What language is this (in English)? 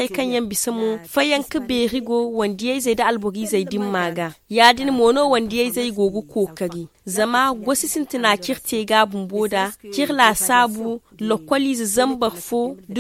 Zarma